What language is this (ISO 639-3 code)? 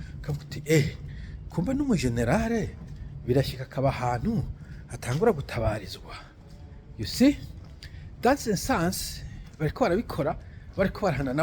run